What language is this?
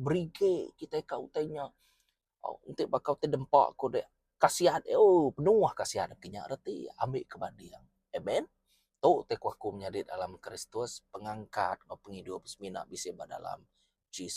Iban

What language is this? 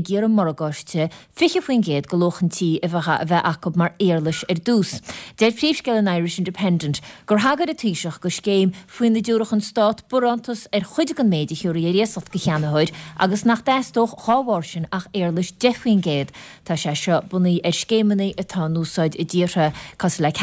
Irish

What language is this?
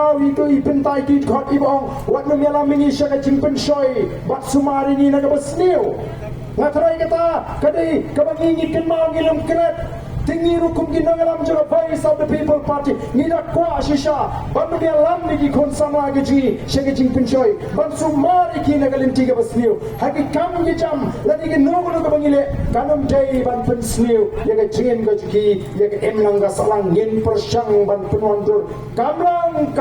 Khasi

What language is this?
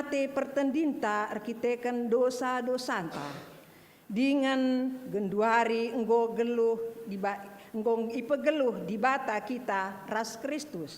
Batak Karo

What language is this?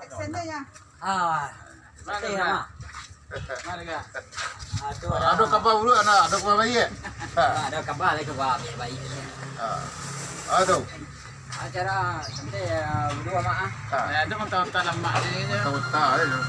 Minangkabau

